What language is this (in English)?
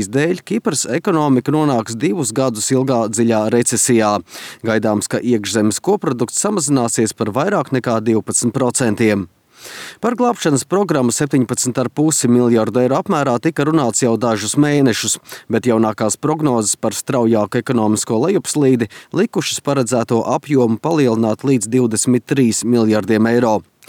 Latvian